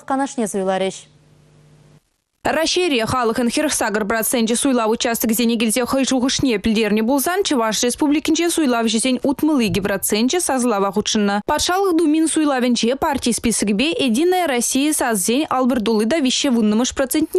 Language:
Chuvash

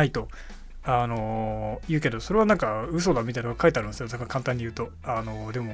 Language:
Japanese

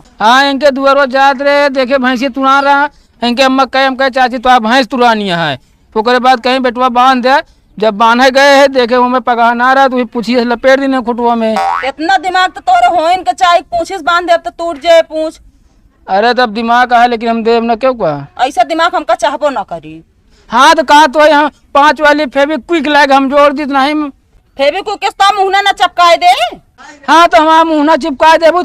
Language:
Awadhi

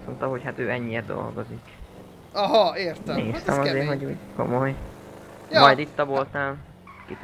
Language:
Hungarian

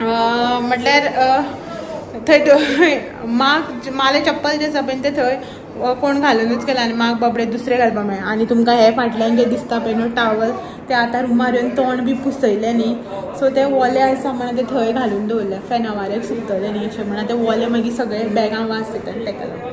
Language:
Konkani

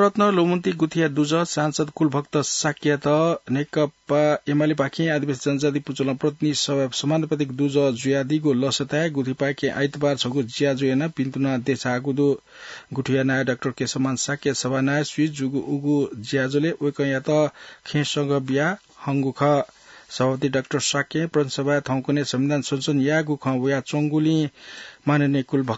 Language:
Newari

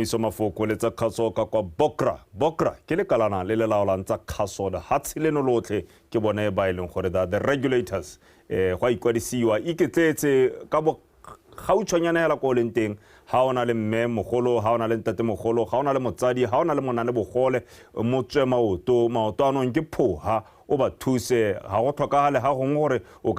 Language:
Tswana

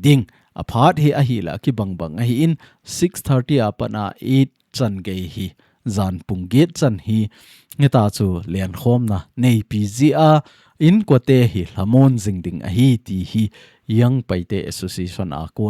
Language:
Thado Chin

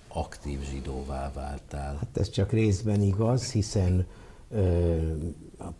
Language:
Hungarian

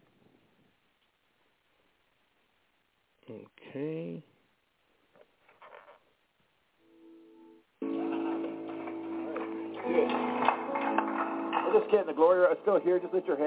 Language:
English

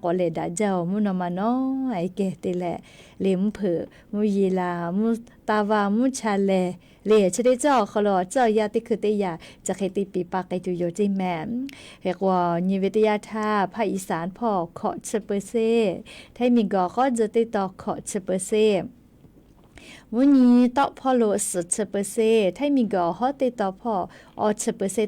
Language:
Lahu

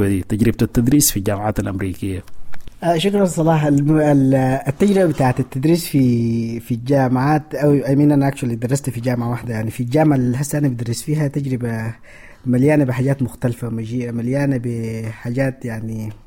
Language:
Sudanese Arabic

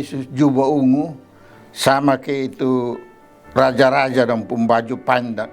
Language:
Kupang Malay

